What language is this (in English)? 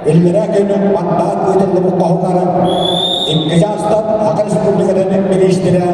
Yakut